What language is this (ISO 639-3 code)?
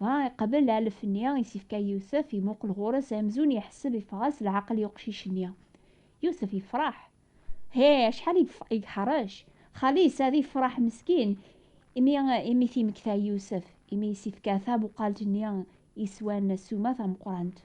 kab